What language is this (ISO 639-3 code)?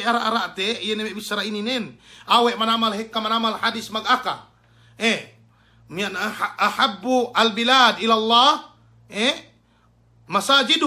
yka